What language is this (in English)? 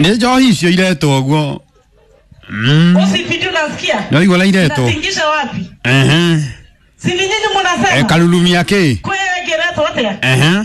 Kikuyu